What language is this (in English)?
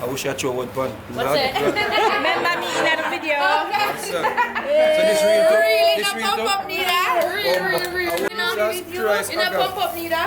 Jamaican Creole English